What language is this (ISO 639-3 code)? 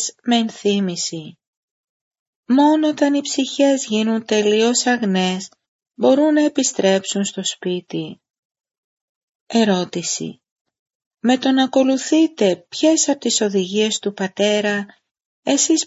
ell